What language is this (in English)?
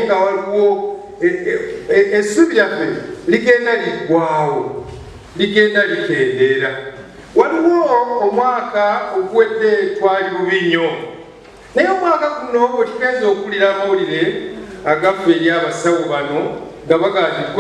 Ganda